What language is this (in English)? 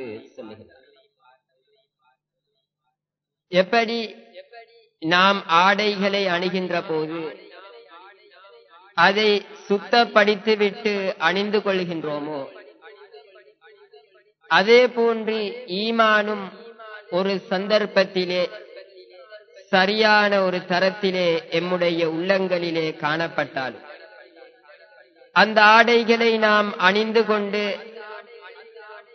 Tamil